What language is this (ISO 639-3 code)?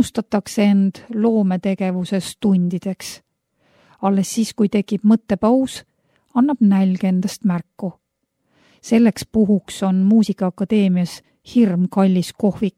est